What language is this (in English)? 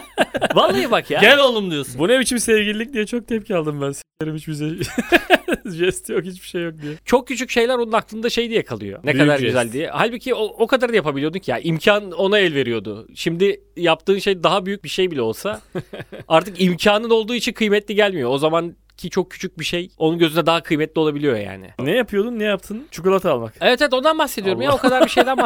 Turkish